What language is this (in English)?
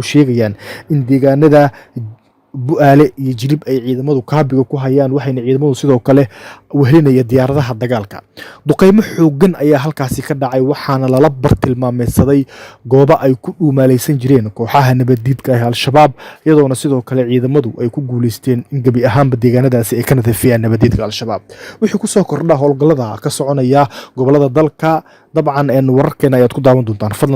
Somali